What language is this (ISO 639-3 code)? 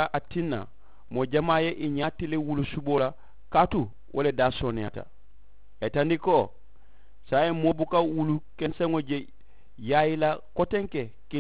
man